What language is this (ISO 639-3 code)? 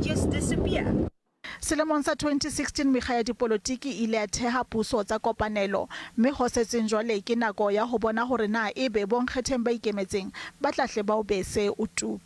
sot